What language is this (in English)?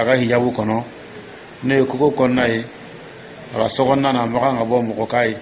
Dyula